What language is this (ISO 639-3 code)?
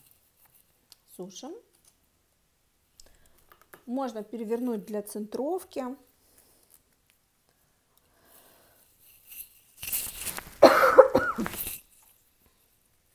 rus